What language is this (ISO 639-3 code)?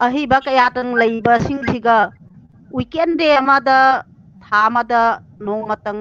mni